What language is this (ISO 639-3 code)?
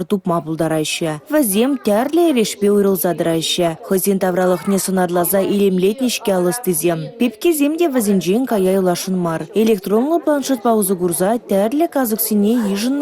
chv